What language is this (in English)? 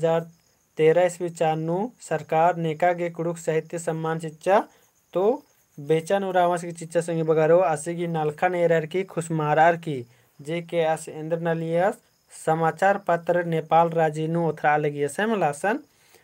Kurukh